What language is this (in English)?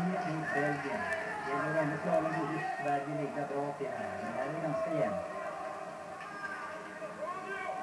Swedish